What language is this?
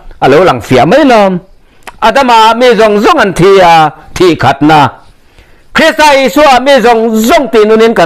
Mizo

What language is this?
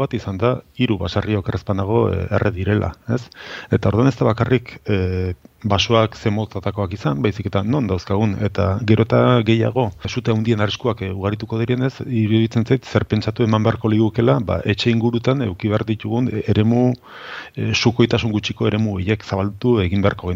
Basque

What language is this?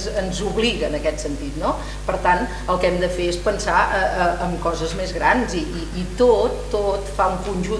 Catalan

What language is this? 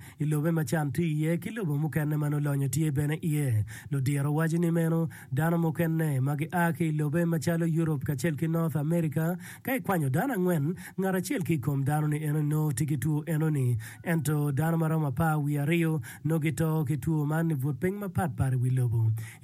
Acoli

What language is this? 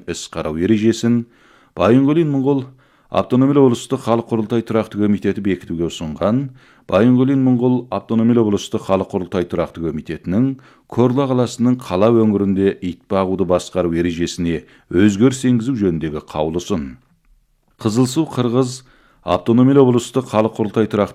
Kazakh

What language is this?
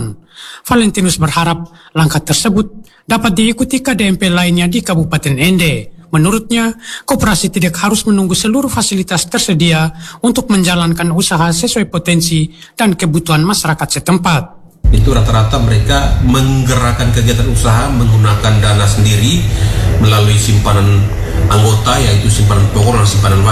Indonesian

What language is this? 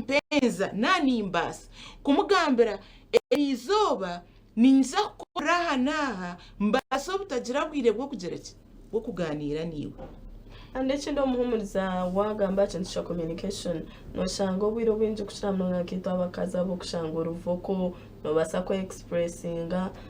Nyankole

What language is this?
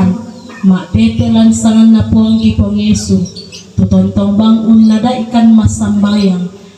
Toraja-Sa'dan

